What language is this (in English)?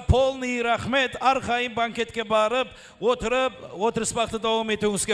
Kara-Kalpak